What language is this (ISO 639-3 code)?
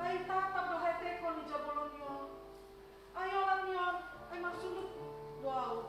bts